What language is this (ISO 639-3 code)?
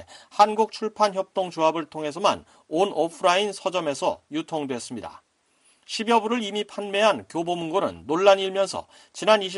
kor